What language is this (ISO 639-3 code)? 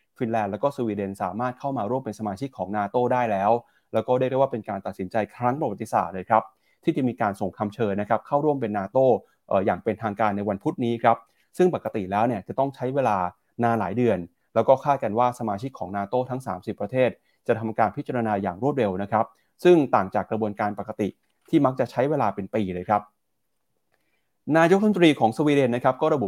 tha